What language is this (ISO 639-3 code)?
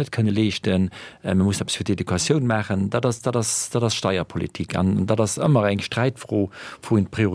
ltz